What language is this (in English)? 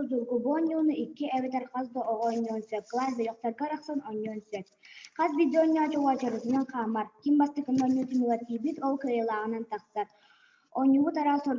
Yakut